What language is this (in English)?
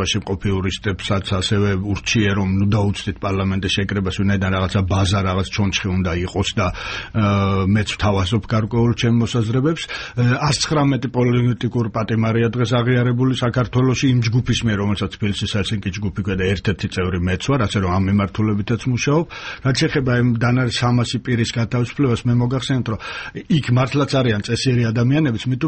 Georgian